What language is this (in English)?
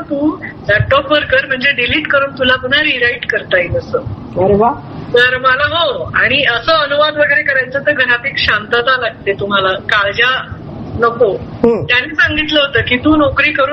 Marathi